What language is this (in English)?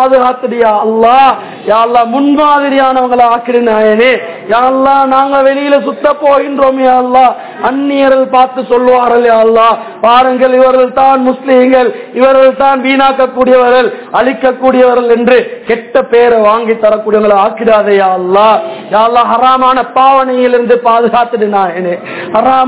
Tamil